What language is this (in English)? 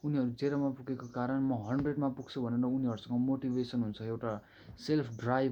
Nepali